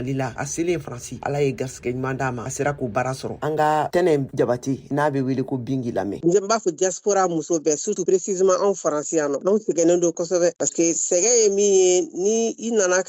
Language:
Bambara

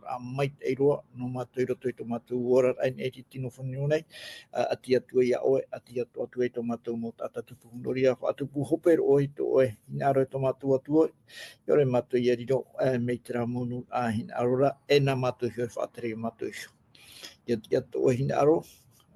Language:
Tahitian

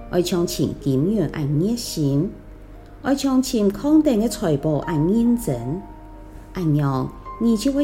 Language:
Hakka Chinese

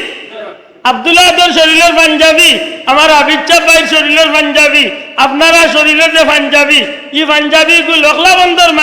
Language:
Sylheti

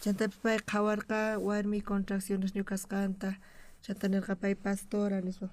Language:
South Bolivian Quechua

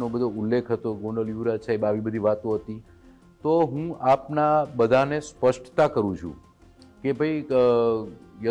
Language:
Gujarati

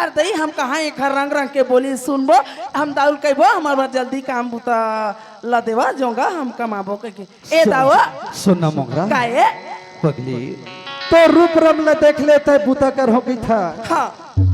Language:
Chhattisgarhi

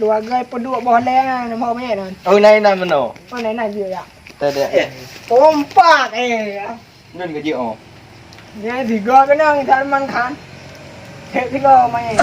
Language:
Achinese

